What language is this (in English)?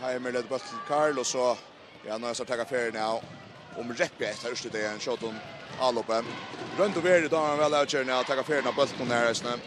Faroese